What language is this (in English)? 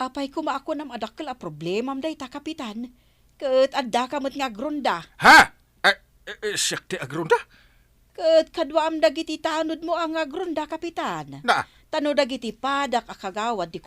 Iloko